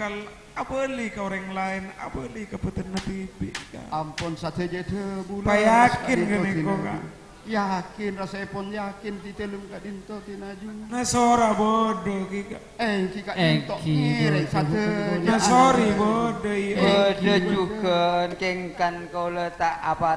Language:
Madurese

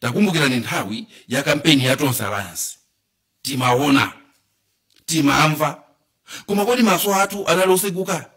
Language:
Nyanja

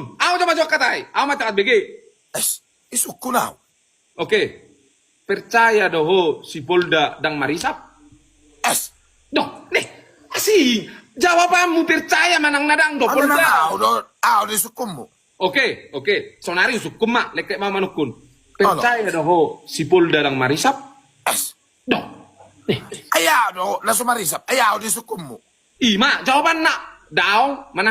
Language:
Batak Toba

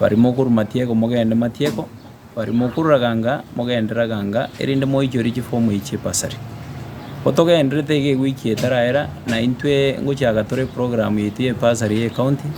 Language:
Gusii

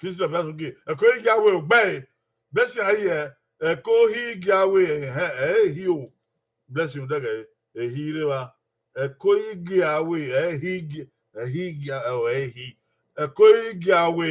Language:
Bini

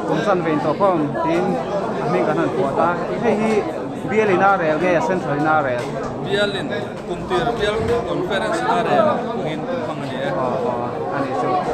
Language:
Mizo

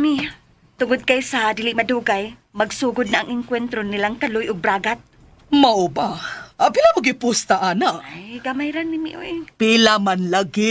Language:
Cebuano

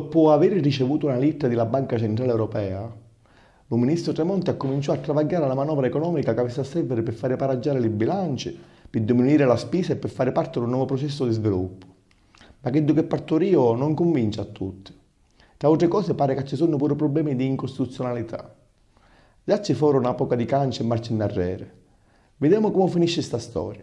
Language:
Sicilian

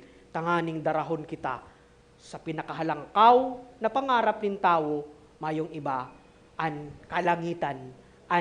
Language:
Bikol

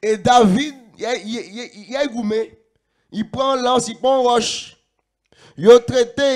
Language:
Guadeloupean Creole French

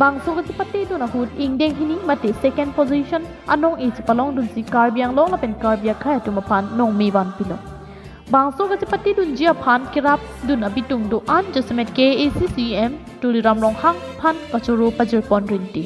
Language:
Karbi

